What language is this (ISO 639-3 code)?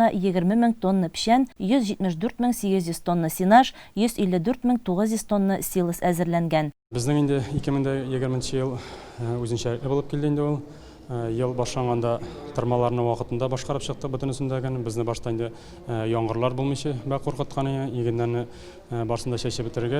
tat